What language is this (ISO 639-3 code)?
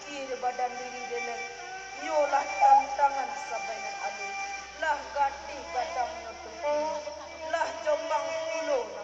min